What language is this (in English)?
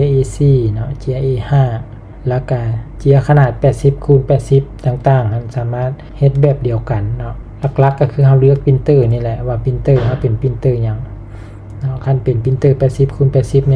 Lao